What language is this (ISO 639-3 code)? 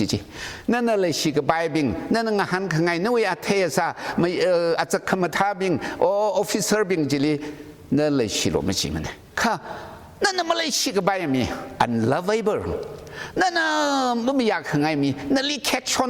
nmf